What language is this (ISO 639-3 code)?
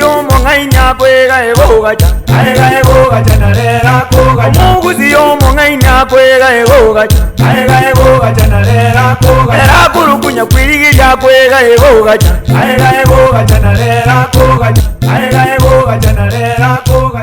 guz